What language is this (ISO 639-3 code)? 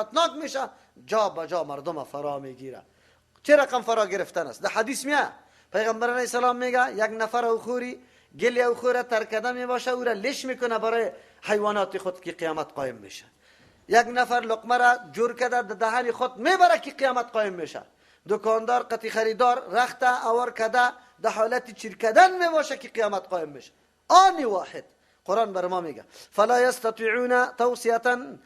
fas